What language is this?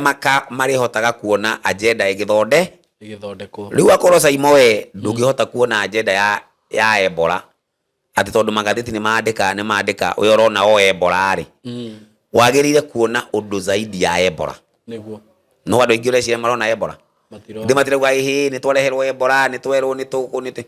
Kikuyu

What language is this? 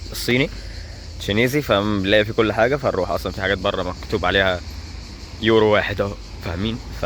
Egyptian Arabic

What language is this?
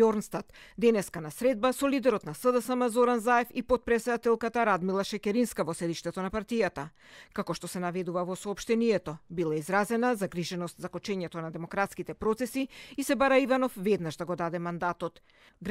Macedonian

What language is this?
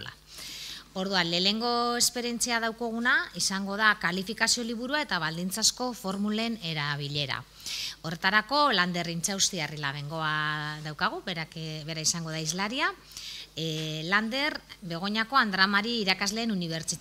Basque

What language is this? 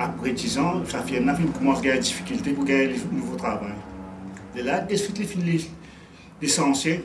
Morisyen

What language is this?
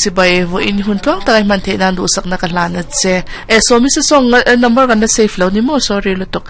Mizo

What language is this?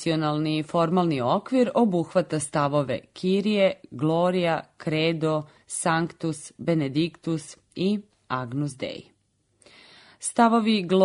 Serbian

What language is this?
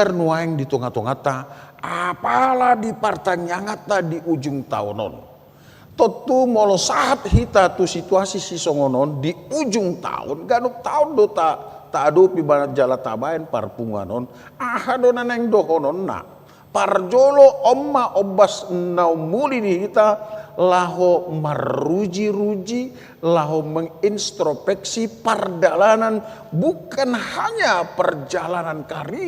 Batak Toba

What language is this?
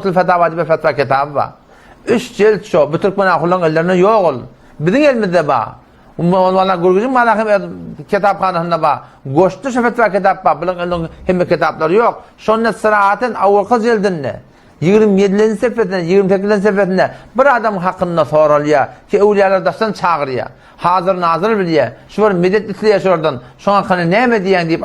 Turkmen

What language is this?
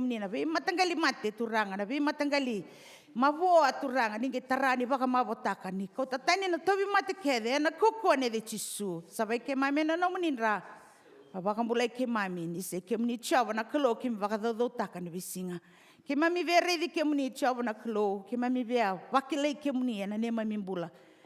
Fijian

